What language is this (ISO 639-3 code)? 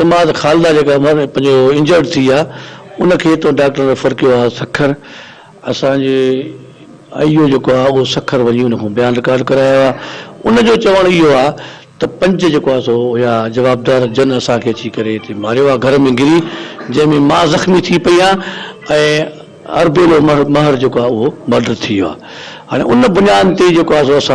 snd